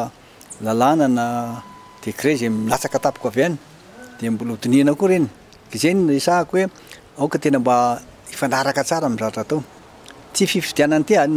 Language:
Malagasy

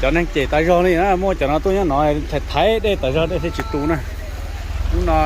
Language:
Hmong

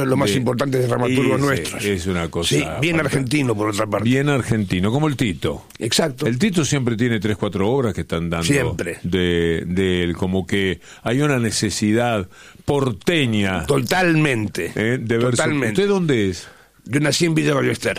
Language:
Spanish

